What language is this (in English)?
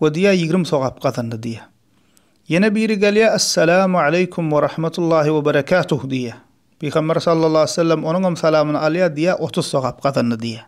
Turkmen